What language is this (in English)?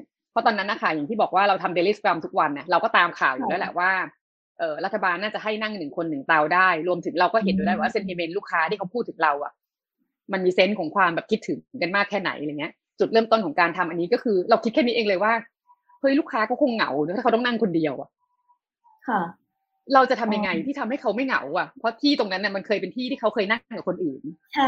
Thai